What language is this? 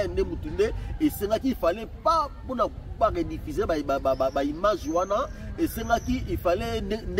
Lingala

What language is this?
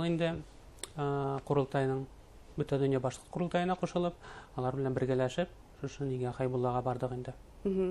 Bashkir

